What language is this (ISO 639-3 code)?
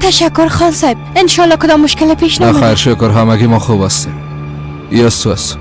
fas